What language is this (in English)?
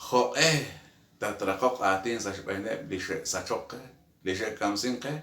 Kekchí